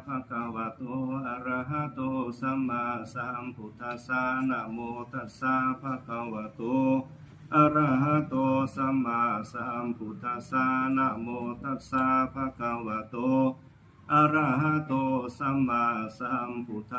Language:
Pali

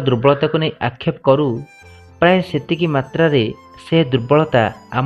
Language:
Odia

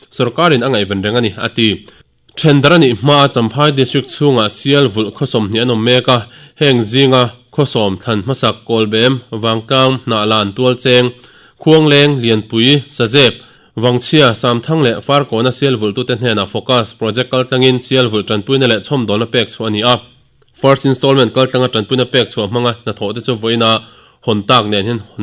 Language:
Mizo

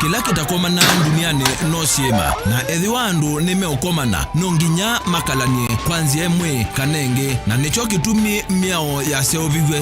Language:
Kamba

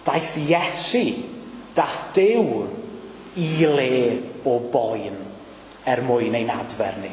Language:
Welsh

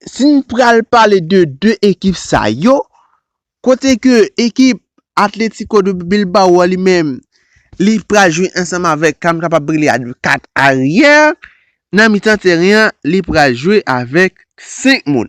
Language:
Haitian Creole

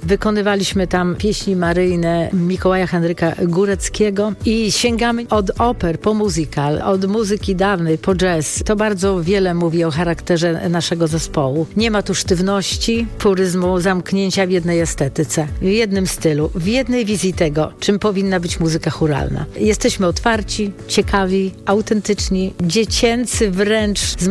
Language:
Polish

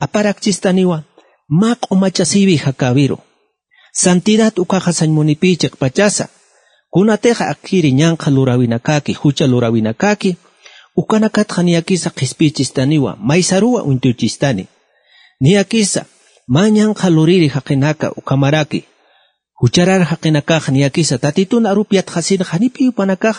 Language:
Aymara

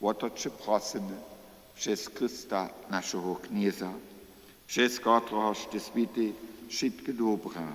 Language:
Upper Sorbian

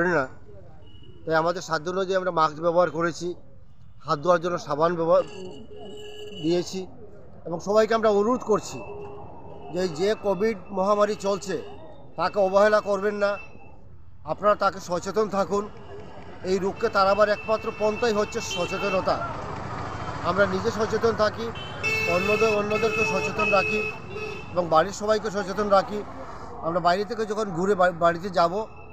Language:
Bangla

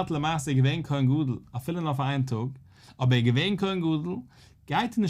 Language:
Yiddish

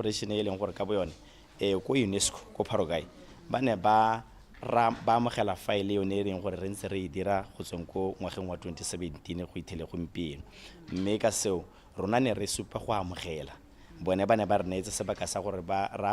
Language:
Tswana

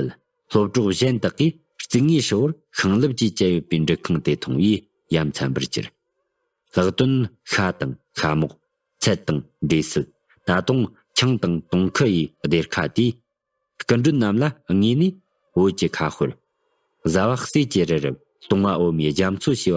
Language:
Tibetan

